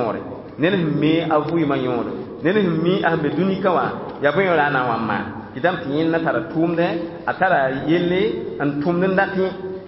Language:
Mossi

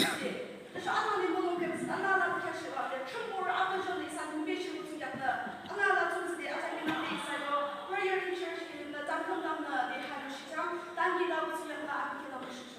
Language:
Yimchungru Naga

